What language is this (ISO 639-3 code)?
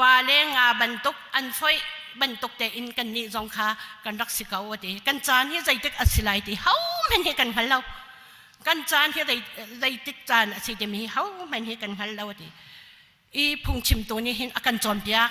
cnh